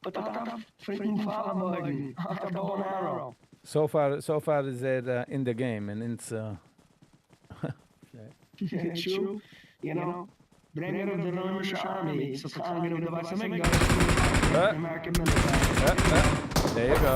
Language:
Yiddish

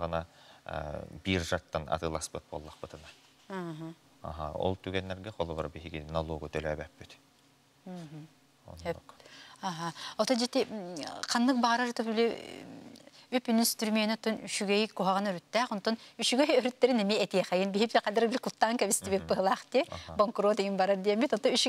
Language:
Yakut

